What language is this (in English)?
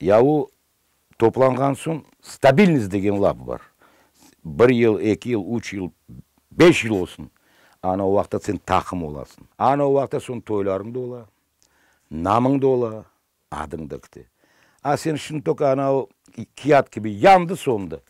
Crimean Tatar